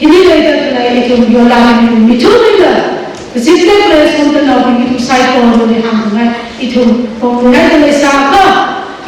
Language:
Tangkhul Naga (India)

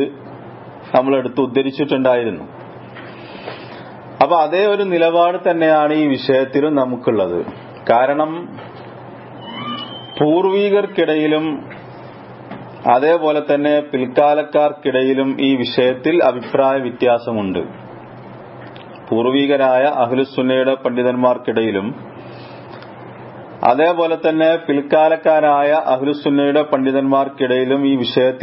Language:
Malayalam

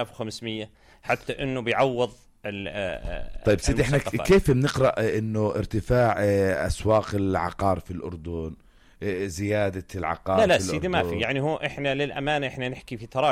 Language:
North Levantine Arabic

